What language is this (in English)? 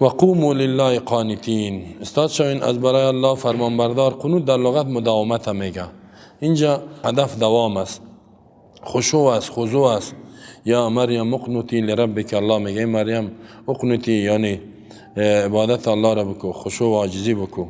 Persian